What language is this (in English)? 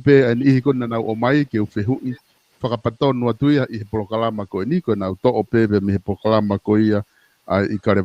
Tongan